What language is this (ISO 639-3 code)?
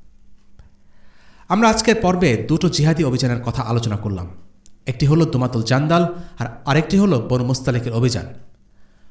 ben